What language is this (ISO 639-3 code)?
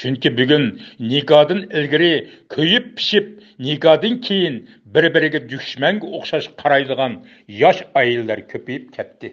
uig